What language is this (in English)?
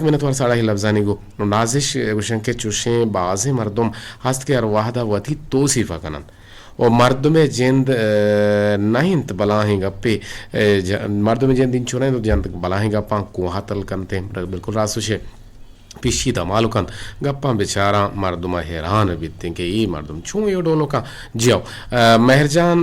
Eastern Balochi